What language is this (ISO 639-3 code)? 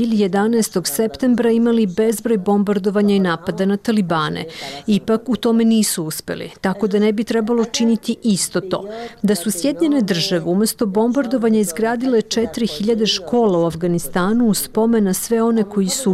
bos